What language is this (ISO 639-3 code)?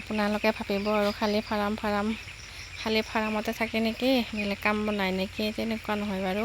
asm